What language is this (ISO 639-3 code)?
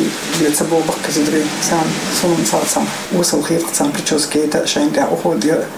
che